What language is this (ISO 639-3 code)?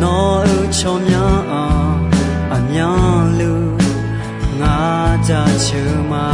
ahk